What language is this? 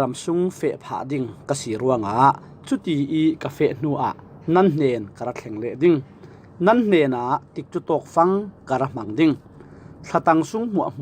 Falam Chin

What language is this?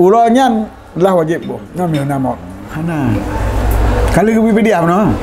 Achinese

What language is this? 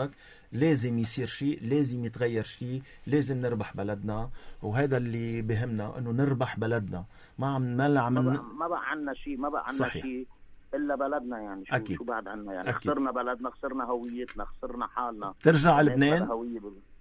North Levantine Arabic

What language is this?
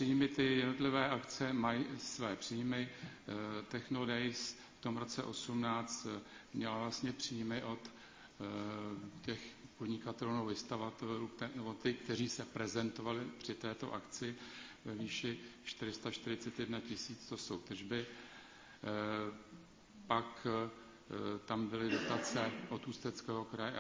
Czech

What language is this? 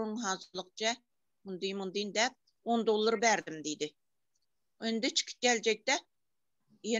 Turkmen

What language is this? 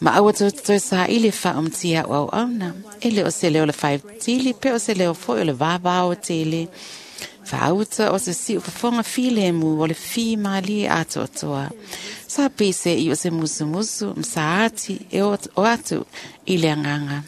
Samoan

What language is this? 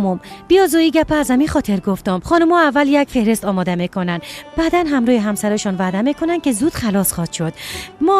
Persian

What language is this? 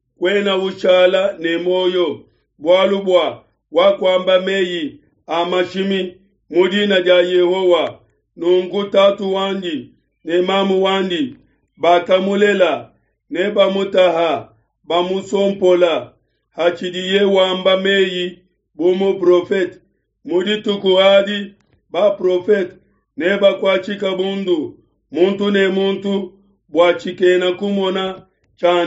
Luba-Lulua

